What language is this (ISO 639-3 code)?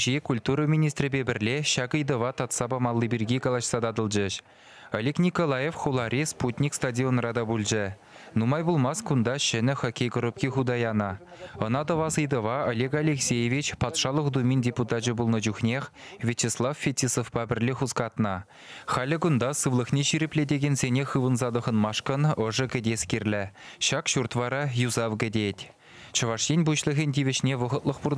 chv